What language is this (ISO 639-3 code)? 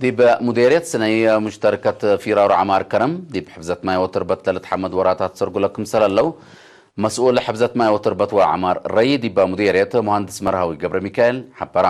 tig